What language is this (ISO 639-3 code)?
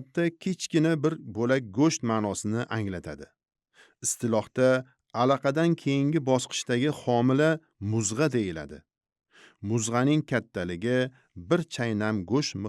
uzb